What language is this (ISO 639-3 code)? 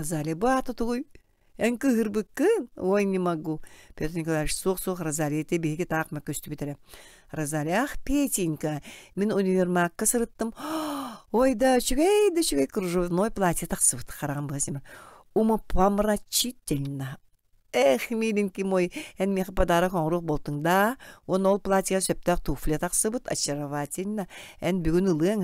sah